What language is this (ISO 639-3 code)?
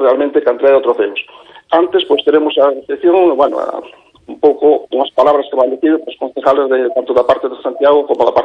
glg